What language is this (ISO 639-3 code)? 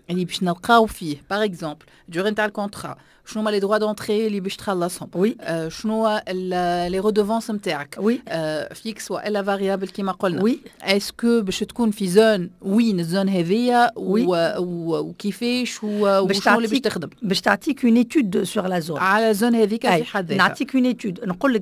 aeb